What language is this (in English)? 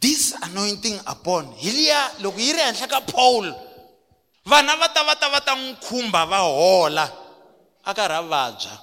Tsonga